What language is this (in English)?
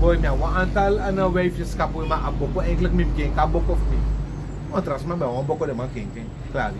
Sranan Tongo